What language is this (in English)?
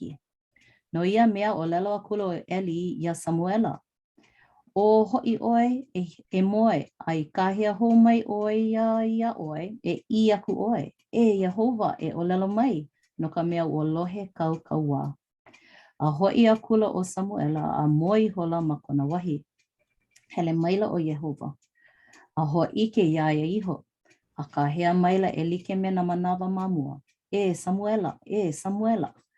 Hawaiian